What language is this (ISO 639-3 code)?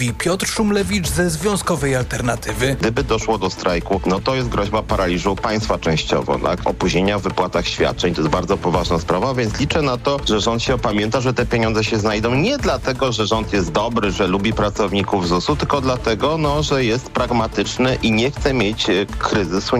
pol